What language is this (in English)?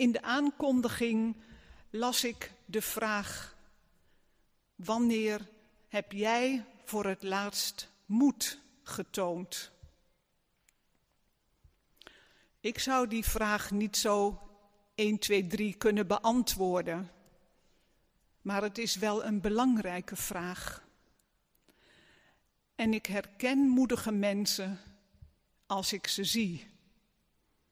Dutch